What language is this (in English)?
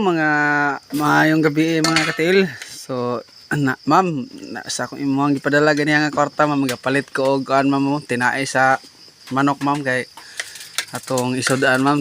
Cebuano